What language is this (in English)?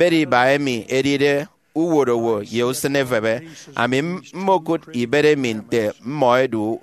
Efik